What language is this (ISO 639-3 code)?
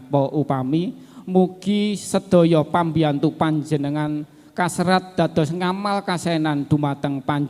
jav